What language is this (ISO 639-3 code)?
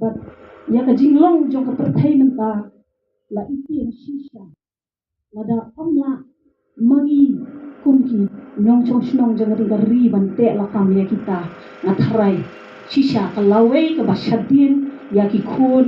kha